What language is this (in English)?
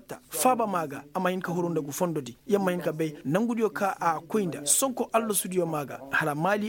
Koyraboro Senni